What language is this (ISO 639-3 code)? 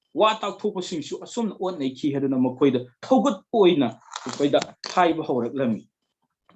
mni